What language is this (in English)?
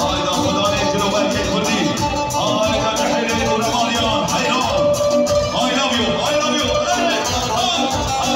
Kurdish